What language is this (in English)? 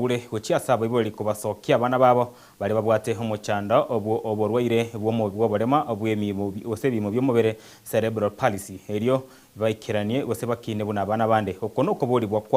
Gusii